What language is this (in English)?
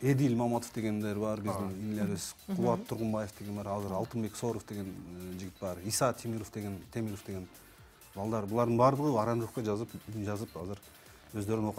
Kyrgyz